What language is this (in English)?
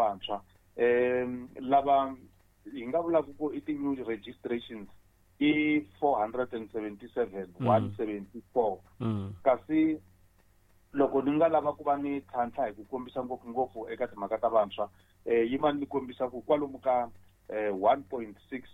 Tsonga